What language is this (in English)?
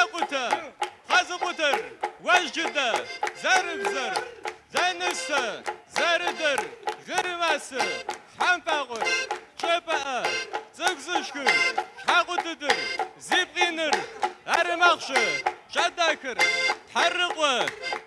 Kabardian